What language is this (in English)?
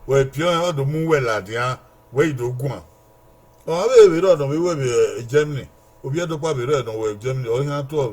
Bini